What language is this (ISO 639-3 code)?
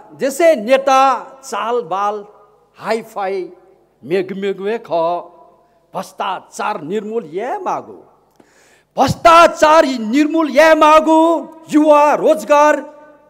new